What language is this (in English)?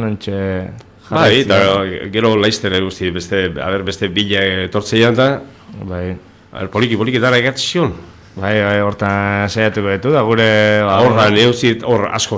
Basque